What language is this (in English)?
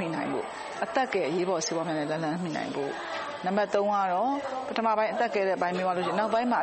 Burmese